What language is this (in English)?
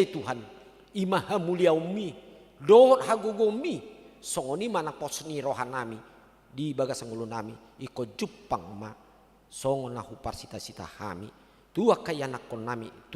Batak Toba